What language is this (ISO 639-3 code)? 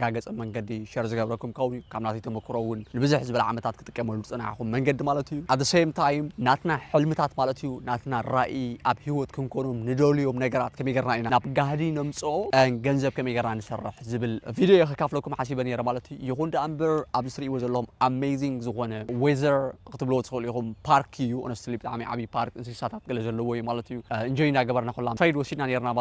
tir